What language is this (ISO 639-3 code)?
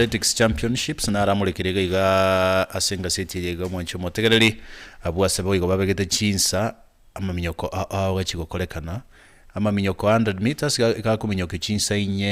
guz